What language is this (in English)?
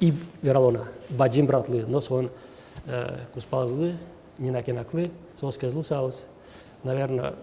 Udmurt